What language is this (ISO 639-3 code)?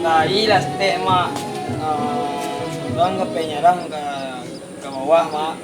min